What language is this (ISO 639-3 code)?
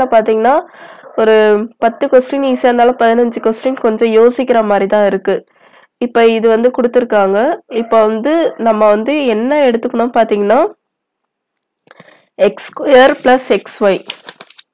tam